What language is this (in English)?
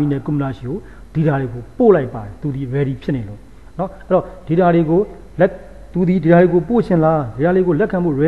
Burmese